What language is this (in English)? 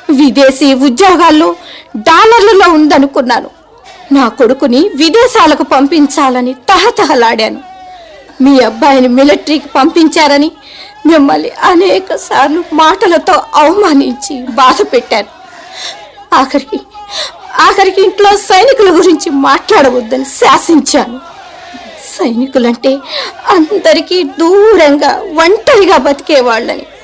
Telugu